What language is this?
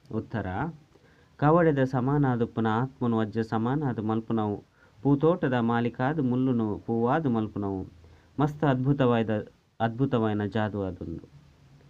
Tulu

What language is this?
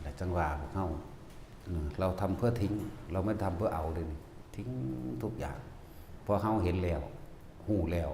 Northeastern Thai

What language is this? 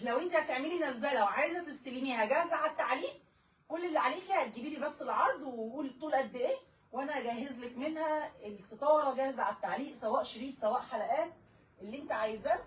Egyptian Arabic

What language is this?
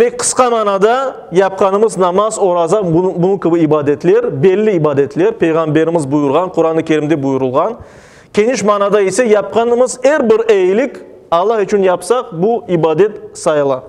Crimean Tatar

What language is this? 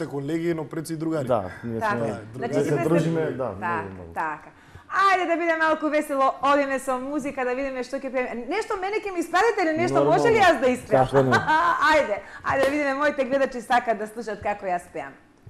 Macedonian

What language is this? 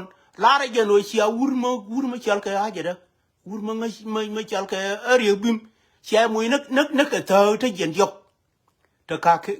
Nuer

